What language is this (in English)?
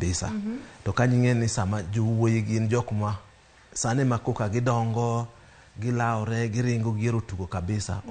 Luo (Kenya and Tanzania)